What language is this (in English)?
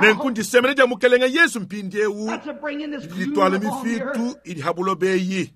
Luba-Lulua